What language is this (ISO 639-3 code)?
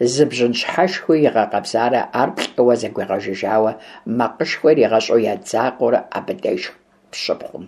kbd